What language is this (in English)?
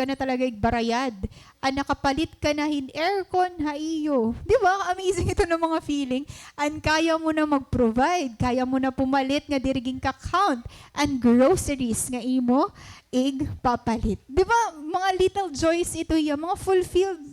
Waray